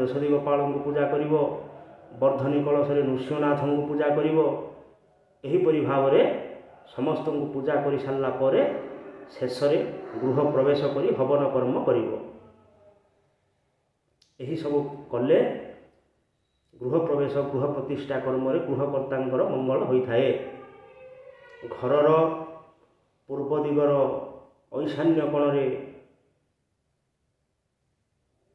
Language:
Odia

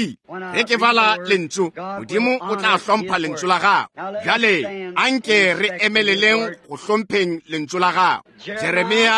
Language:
Northern Sotho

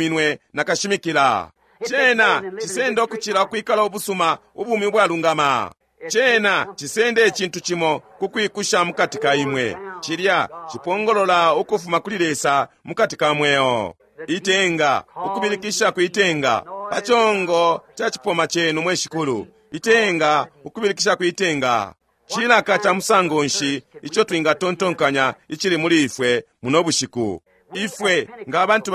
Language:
Bemba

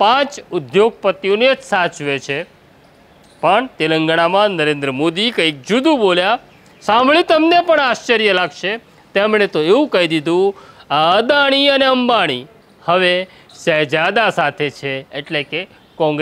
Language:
Gujarati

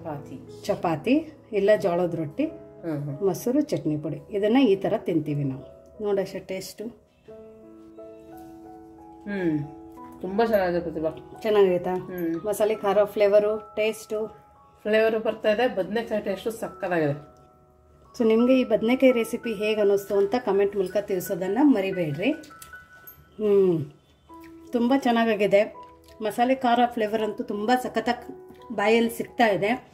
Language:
Kannada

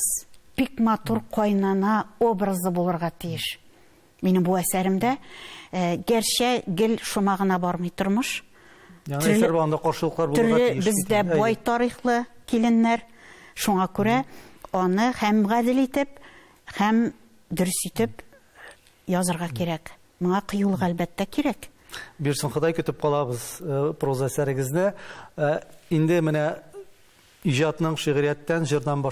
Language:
Tatar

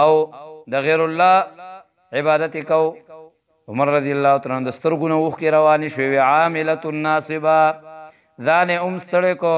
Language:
Pashto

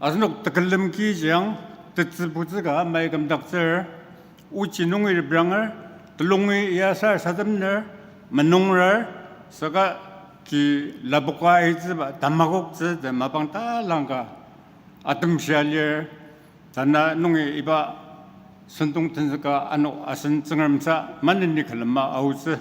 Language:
Ao Naga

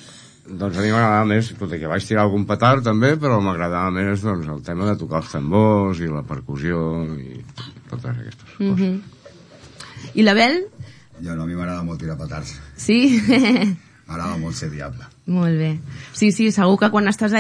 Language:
Catalan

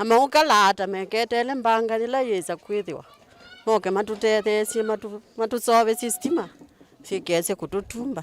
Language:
Kamba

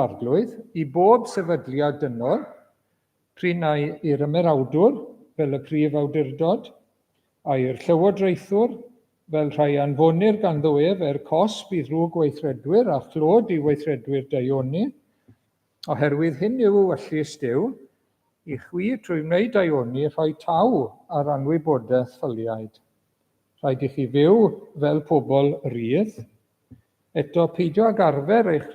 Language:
Welsh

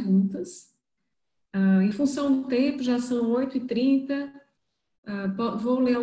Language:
Portuguese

